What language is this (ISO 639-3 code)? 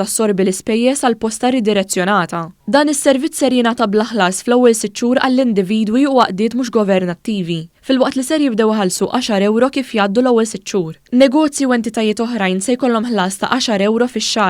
mlt